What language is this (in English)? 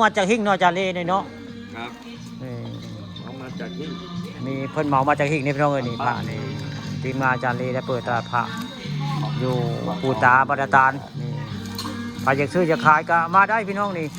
Northeastern Thai